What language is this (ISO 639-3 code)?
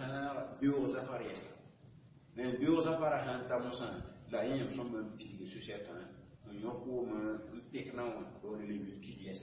mos